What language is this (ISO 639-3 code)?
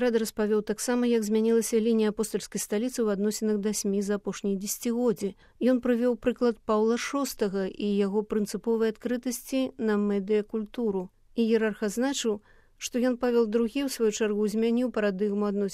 bel